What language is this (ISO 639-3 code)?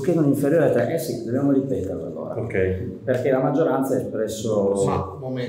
ita